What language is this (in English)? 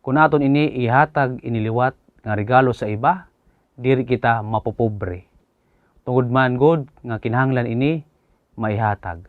Waray